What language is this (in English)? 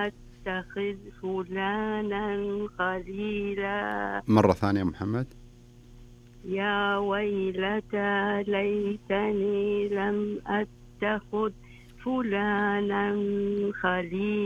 Arabic